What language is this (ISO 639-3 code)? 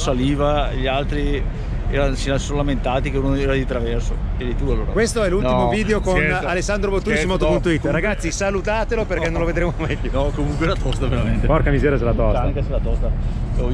ita